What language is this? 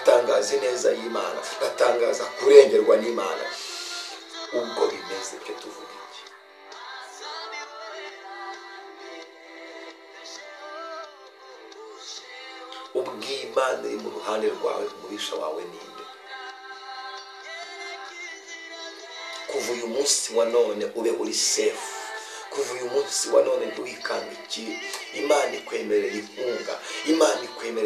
Kinyarwanda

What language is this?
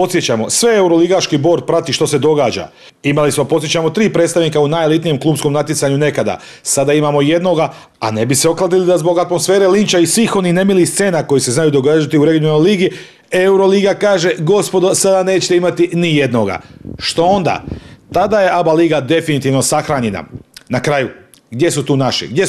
Croatian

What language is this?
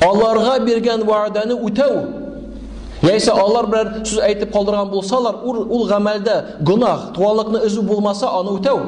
Tatar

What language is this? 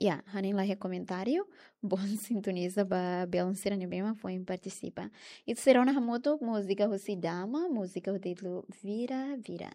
Tetum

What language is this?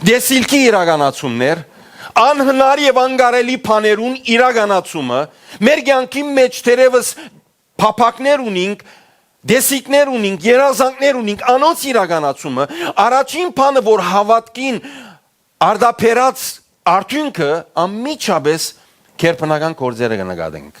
Western Armenian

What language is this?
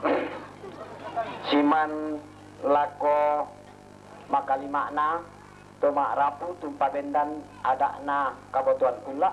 Toraja-Sa'dan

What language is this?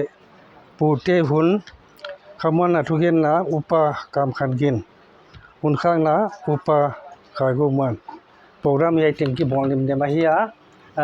Paite Chin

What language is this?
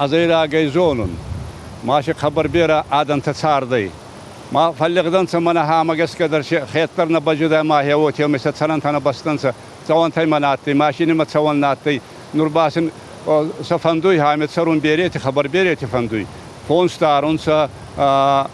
Ossetic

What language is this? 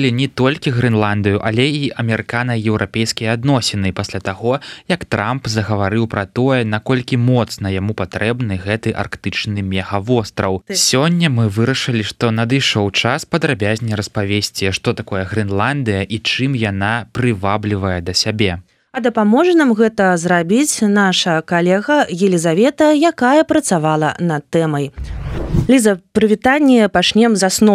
Belarusian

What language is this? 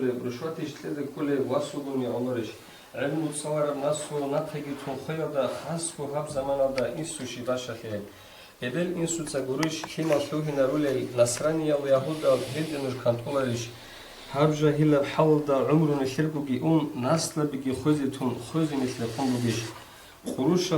Avaric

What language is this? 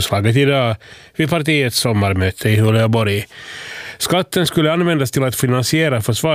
Swedish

